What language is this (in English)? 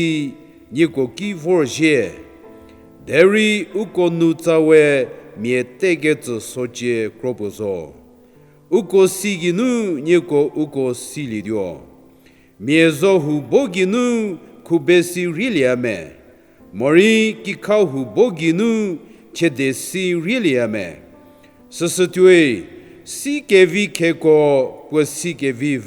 Angami Naga